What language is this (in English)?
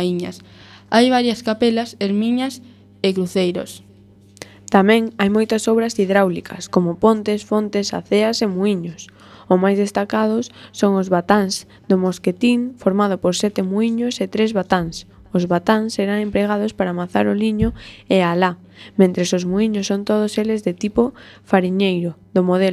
Galician